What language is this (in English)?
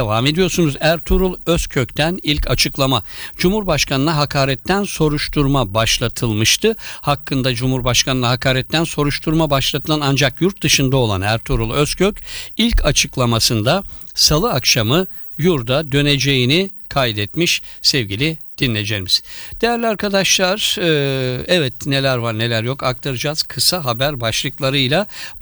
Turkish